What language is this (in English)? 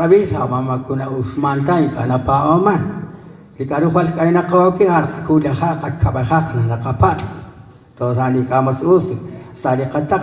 Kekchí